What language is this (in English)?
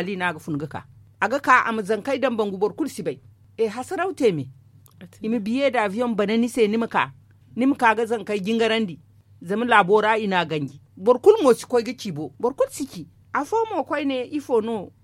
Zarma